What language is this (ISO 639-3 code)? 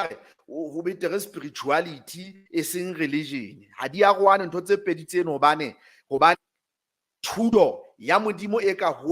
sot